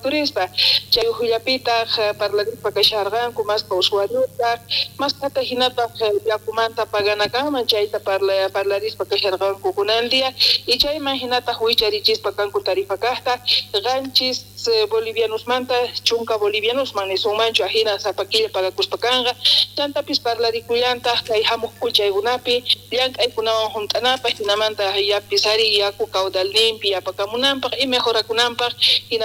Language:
South Bolivian Quechua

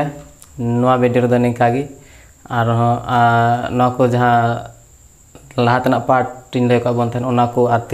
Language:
Santali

